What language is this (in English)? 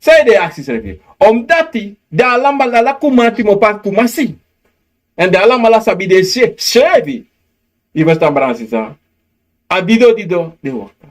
Sranan Tongo